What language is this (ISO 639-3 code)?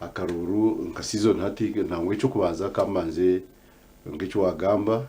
nyn